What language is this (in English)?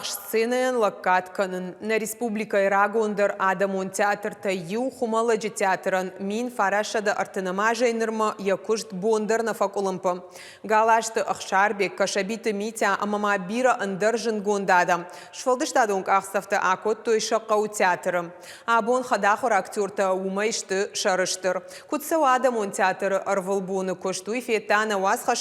Ossetic